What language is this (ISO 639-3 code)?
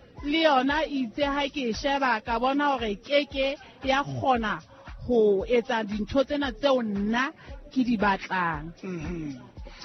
sot